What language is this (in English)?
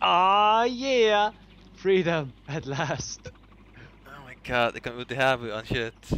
Faroese